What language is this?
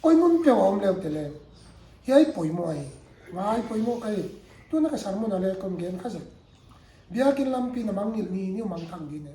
Paite Chin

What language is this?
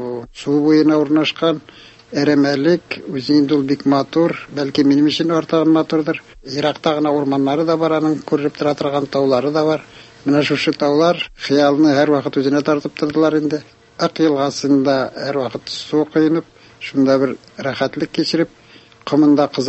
Tatar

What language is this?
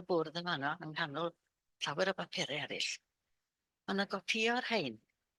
Welsh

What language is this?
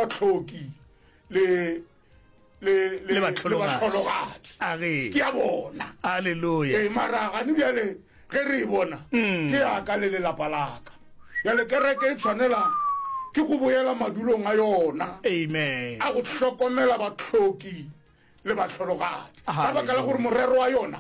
Northern Sotho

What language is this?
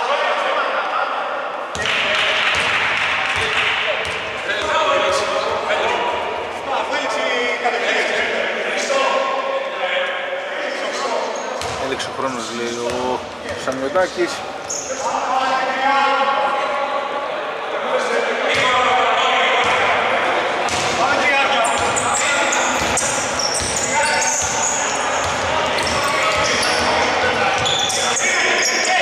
Greek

